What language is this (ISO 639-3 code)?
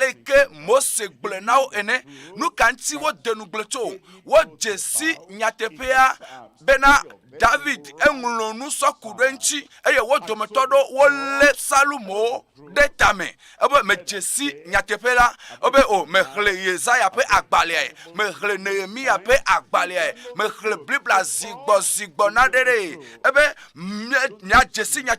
ewe